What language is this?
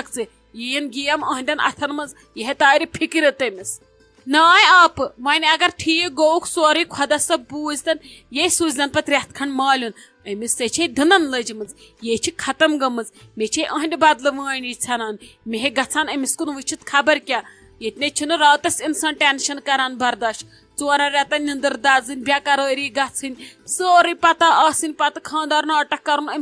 Kashmiri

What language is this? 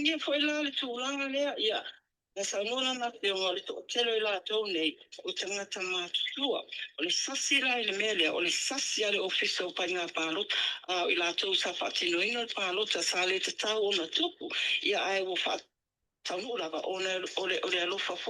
Samoan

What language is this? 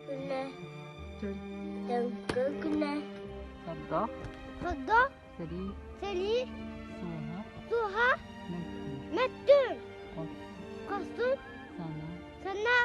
Yakut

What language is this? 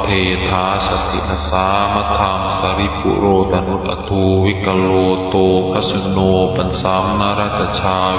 Pali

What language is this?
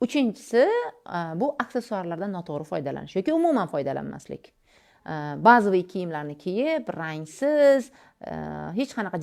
Uzbek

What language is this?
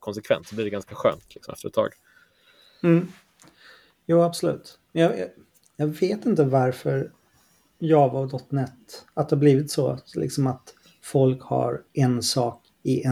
Swedish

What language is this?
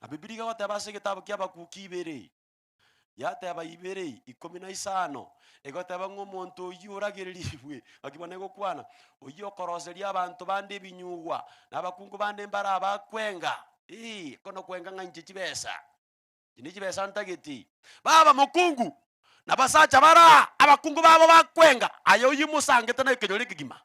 Gusii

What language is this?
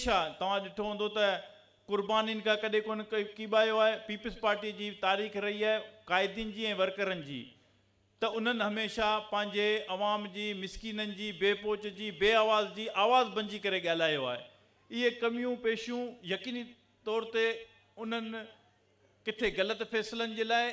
Sindhi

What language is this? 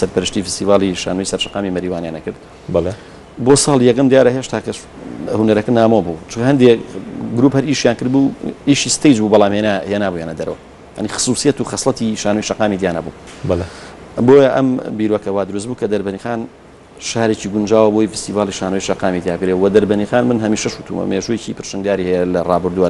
Central Kurdish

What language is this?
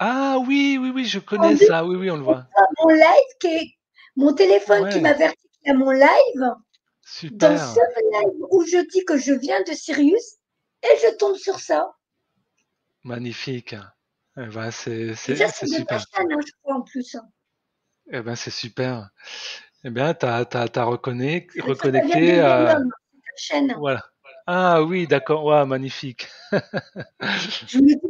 French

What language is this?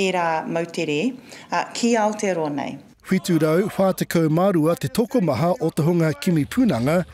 Māori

